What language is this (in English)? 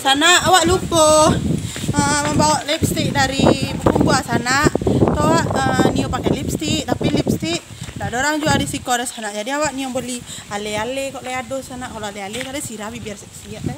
Minangkabau